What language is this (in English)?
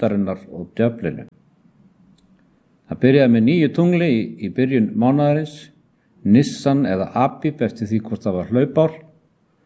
Icelandic